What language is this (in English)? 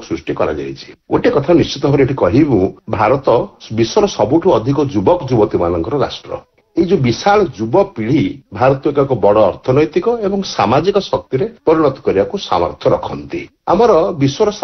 Odia